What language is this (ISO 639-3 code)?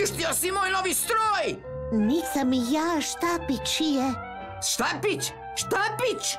hrv